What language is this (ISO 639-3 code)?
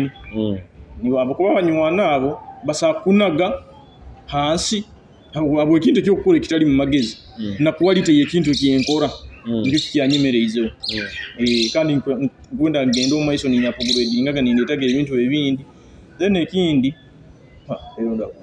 nyo